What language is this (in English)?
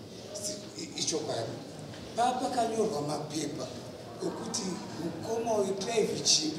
Shona